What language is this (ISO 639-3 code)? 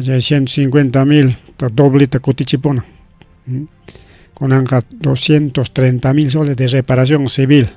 quy